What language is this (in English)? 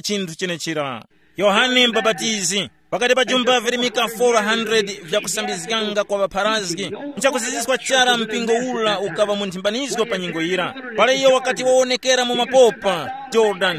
Tumbuka